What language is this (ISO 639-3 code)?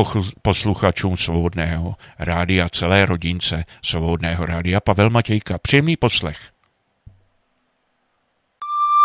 ces